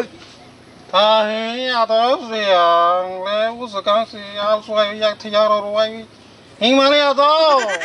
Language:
Kok Borok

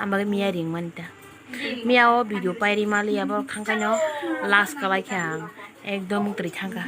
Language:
Kok Borok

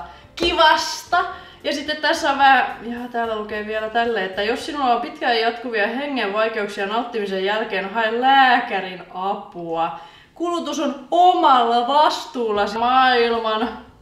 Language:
Finnish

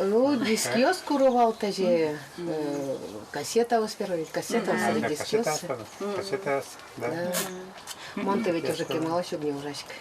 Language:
Udmurt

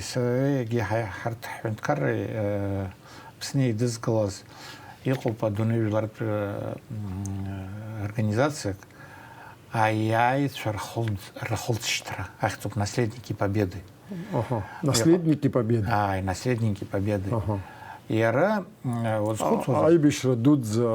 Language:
Abkhazian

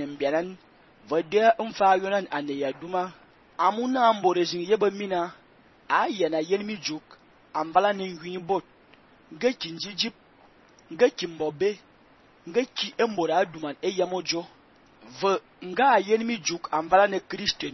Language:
Fang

